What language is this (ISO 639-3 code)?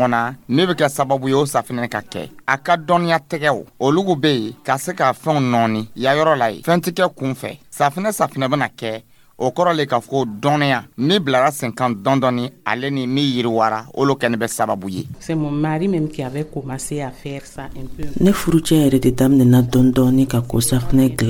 dyu